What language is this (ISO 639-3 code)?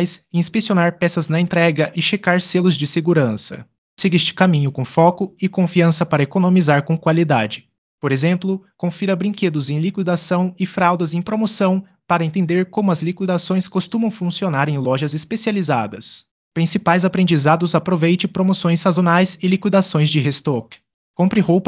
por